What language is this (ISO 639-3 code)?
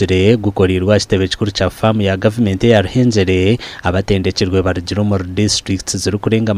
nyn